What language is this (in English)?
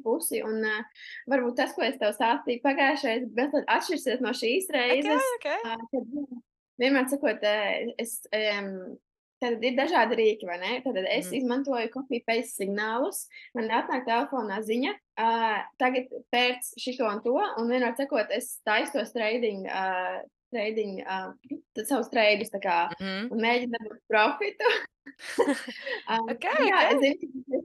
Latvian